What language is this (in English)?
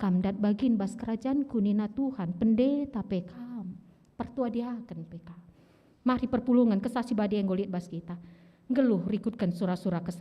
Batak Karo